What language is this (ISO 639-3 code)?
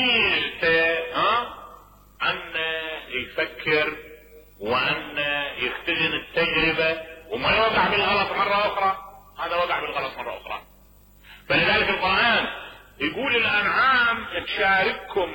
acm